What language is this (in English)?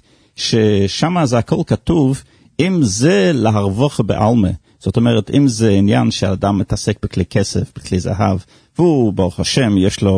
Hebrew